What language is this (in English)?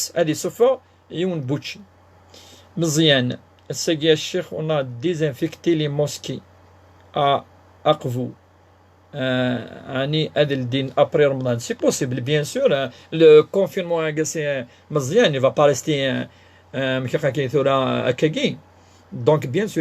Kabyle